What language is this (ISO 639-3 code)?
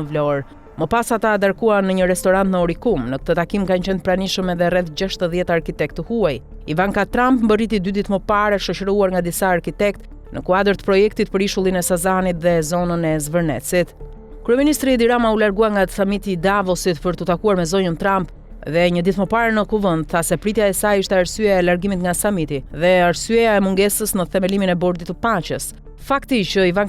sqi